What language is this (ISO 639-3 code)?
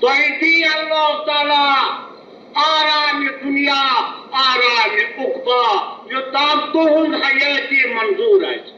kas